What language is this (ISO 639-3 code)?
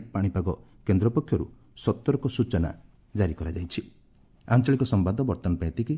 ori